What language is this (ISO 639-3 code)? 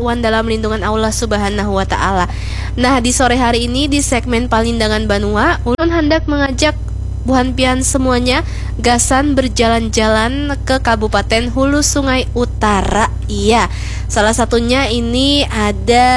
bjn